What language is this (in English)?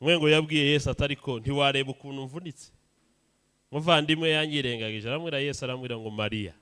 Kinyarwanda